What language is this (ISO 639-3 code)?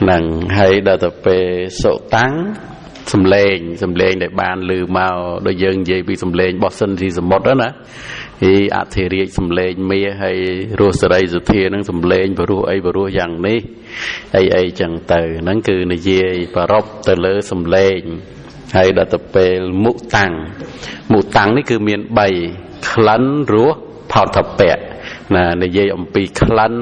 khm